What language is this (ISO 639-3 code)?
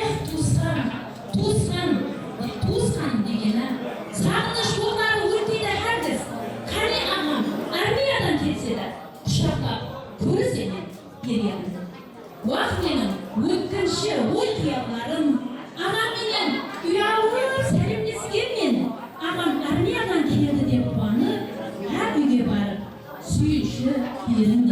kaa